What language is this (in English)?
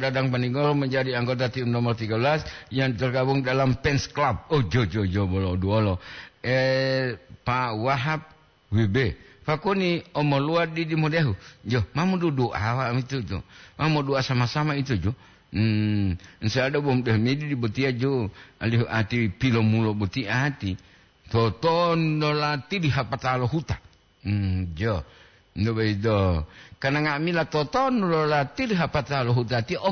Gorontalo